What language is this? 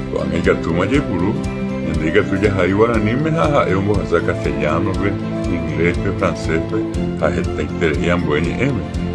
Guarani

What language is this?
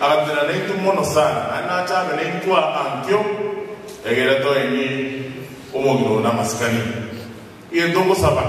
Gusii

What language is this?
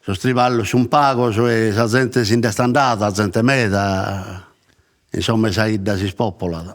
Sardinian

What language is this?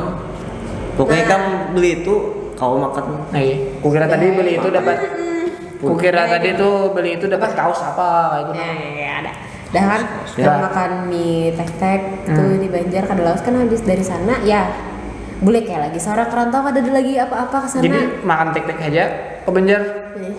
Banjar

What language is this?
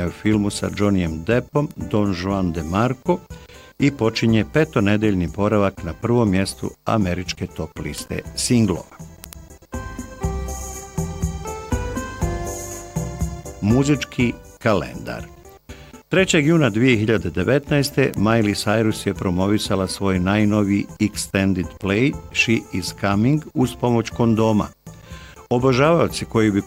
Bosnian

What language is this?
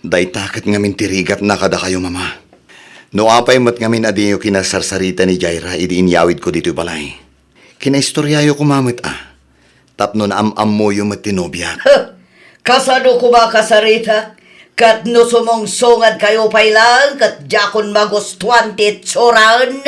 Iloko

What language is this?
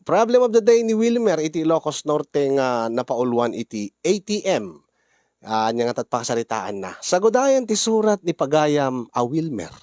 Iloko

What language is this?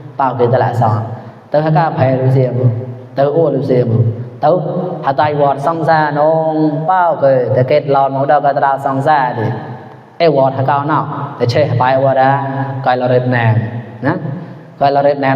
Mon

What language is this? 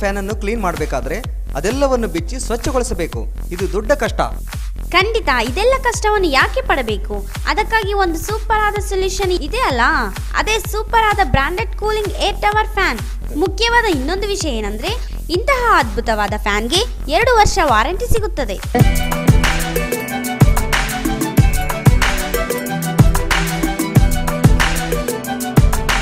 Kannada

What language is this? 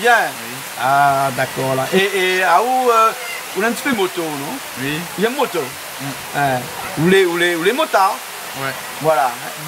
Réunion Creole French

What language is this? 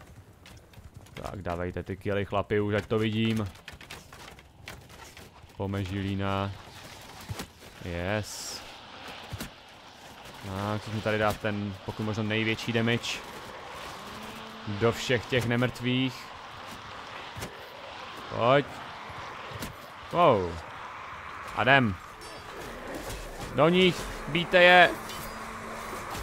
Czech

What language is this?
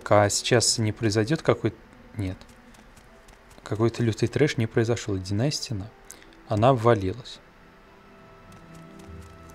Russian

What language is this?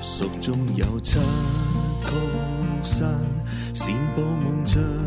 Cantonese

